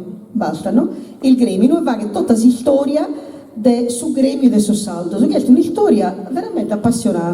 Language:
Sardinian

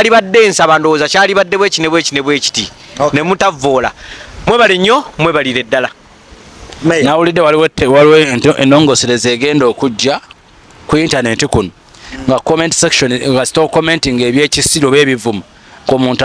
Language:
Ganda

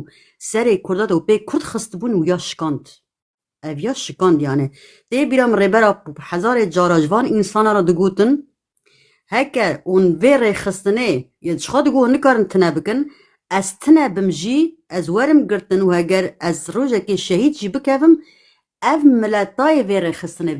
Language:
Kurdish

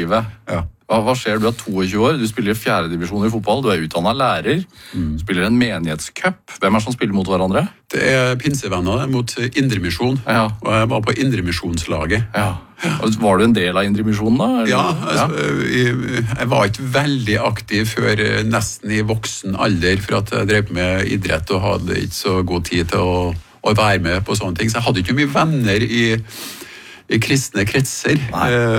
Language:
Norwegian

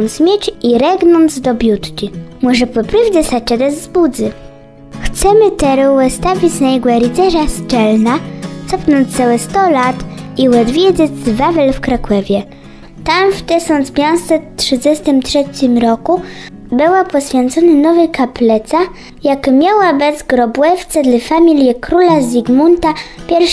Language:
Kashubian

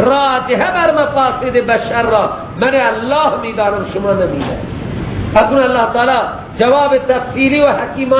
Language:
Persian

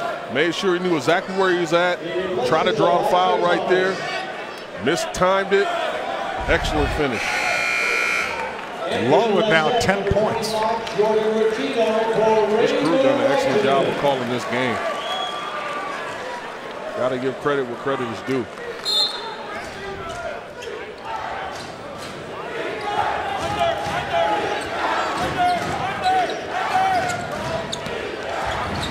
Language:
English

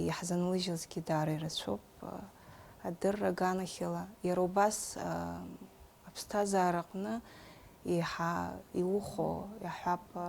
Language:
Abkhazian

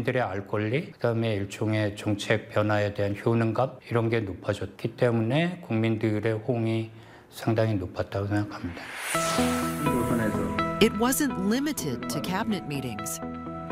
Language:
Korean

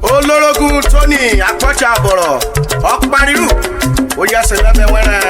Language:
Urhobo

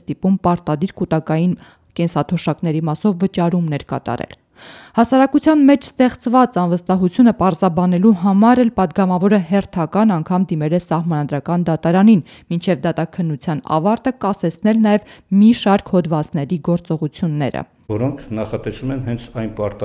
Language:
Armenian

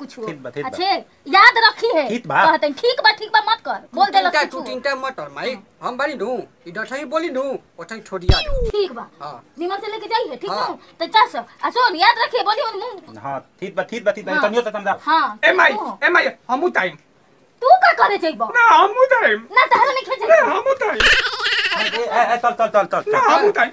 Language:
Bhojpuri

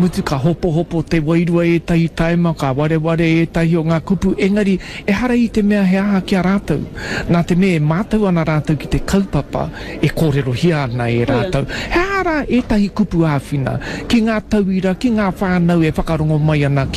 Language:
Māori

